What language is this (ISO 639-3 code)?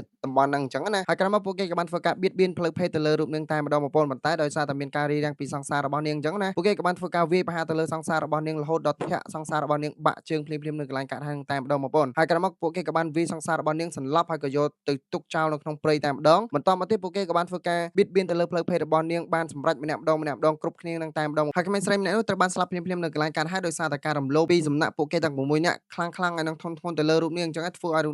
khm